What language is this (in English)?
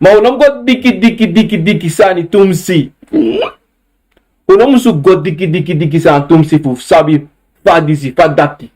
Sranan Tongo